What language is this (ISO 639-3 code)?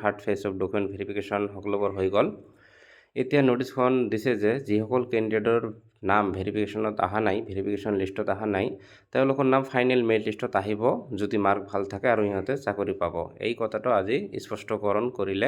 asm